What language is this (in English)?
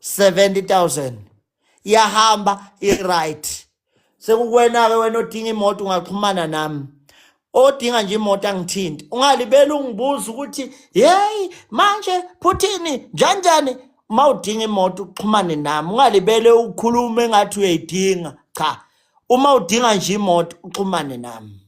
Zulu